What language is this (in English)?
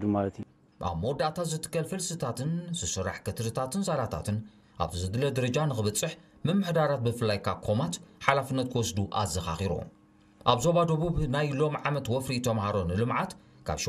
Tigrinya